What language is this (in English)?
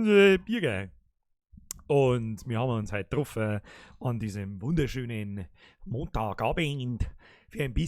Bavarian